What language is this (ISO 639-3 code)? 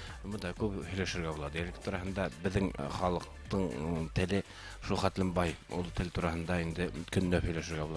bak